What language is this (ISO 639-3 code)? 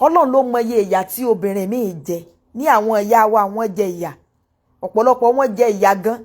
yor